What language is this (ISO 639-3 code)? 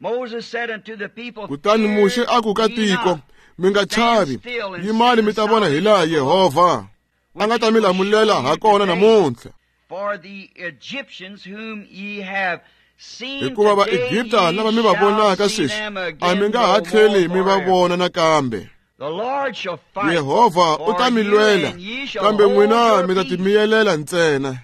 tso